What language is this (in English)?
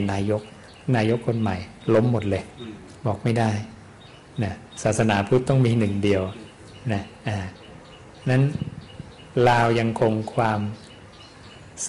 Thai